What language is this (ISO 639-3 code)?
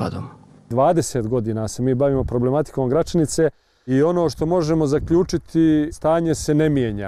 bos